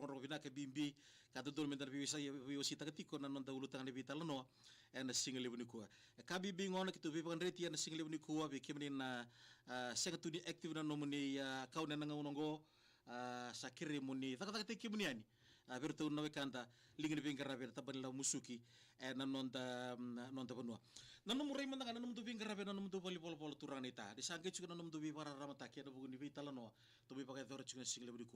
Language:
Fijian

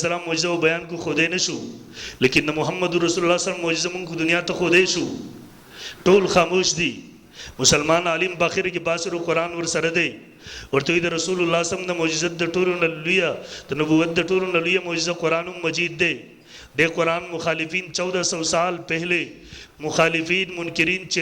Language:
Pashto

